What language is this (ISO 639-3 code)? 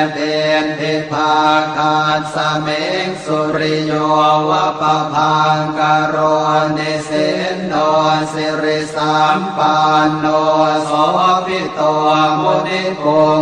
pli